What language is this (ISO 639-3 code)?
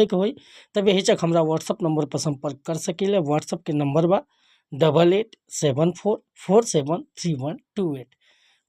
bho